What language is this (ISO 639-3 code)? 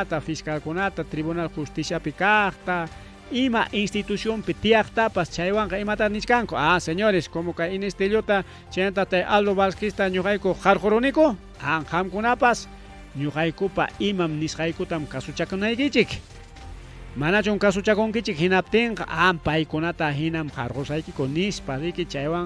quy